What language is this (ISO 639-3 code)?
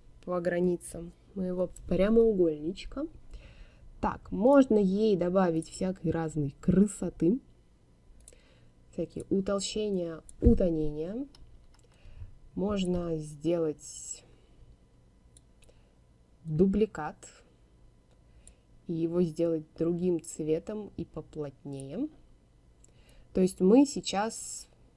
rus